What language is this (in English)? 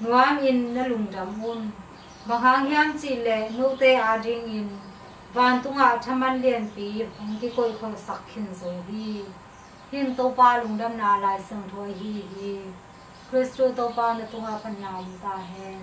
Tedim Chin